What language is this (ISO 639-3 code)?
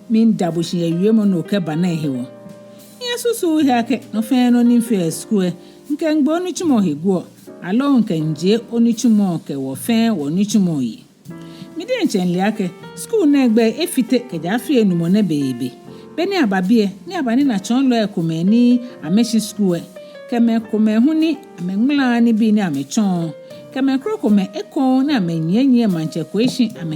gaa